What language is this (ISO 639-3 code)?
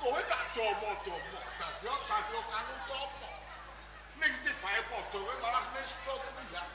jav